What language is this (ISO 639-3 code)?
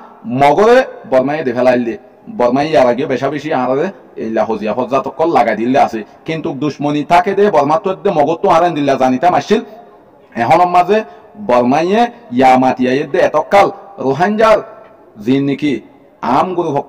rhg